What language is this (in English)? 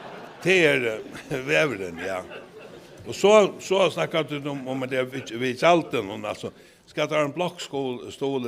Faroese